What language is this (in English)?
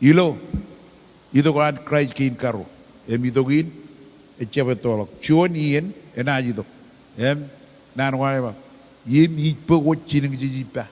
Marshallese